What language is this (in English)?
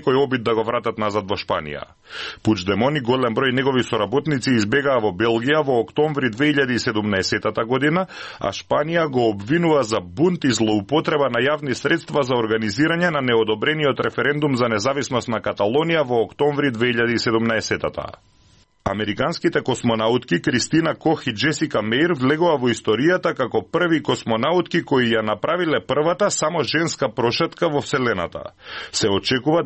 Macedonian